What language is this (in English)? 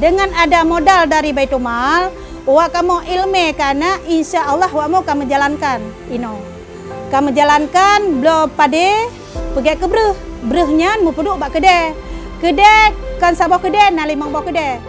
Achinese